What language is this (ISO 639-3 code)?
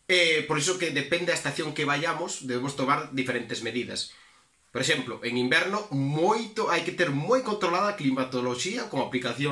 glg